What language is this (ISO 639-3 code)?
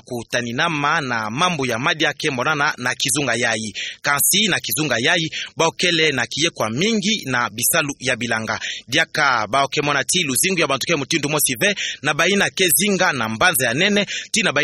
ktu